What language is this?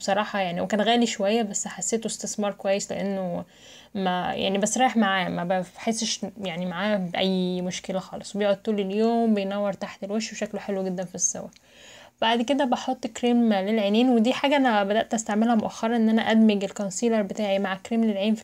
Egyptian Arabic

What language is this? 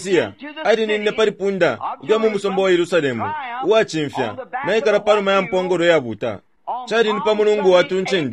Bemba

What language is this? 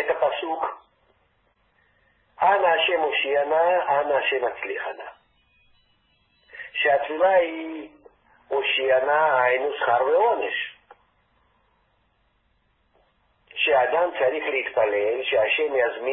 Hebrew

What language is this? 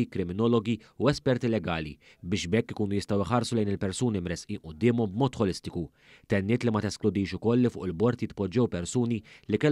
Maltese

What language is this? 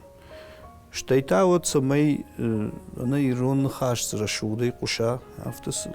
Ossetic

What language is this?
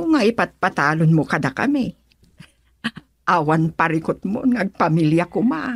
Iloko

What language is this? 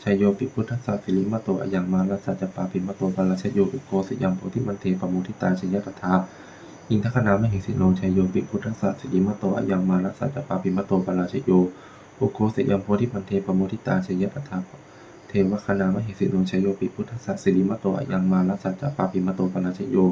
Pali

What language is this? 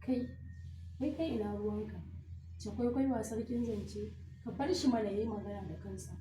Hausa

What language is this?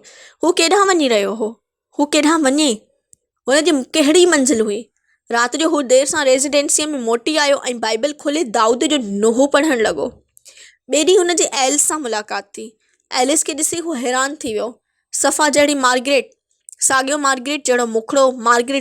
Sindhi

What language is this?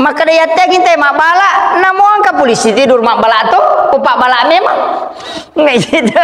Buginese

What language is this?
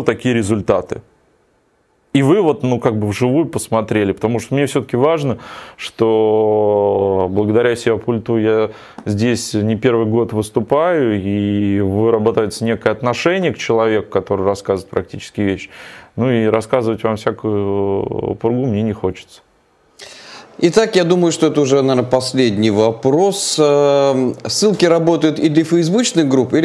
Russian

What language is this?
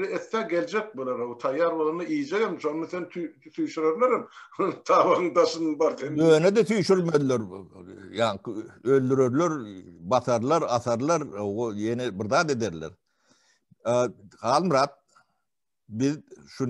Turkmen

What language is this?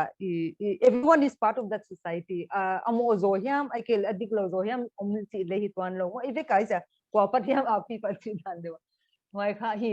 Paite Chin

